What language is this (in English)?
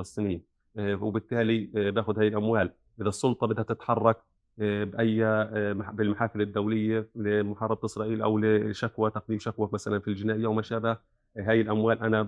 North Levantine Arabic